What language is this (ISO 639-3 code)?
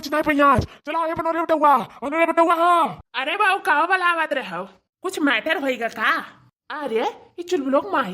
awa